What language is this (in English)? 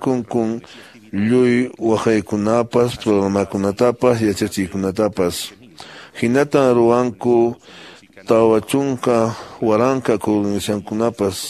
Quechua